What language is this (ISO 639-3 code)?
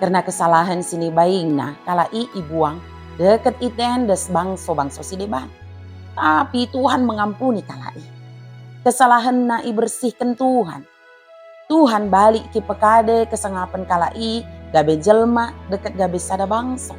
btd